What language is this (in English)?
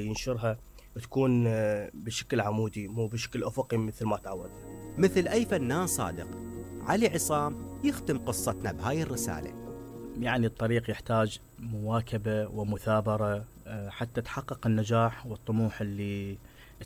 Mesopotamian Arabic